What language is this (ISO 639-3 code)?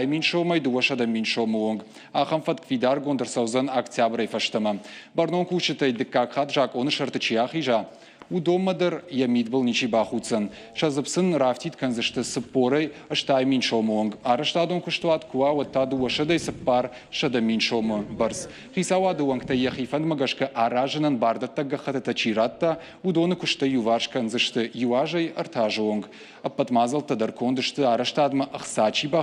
oss